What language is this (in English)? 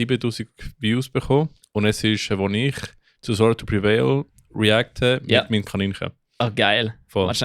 Swiss German